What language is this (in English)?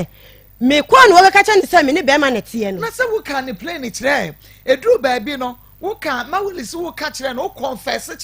Akan